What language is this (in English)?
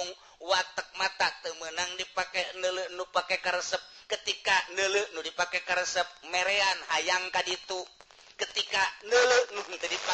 Sundanese